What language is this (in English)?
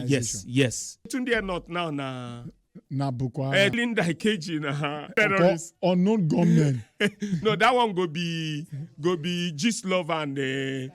Nigerian Pidgin